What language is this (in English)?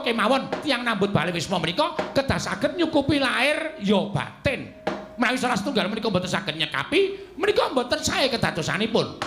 Javanese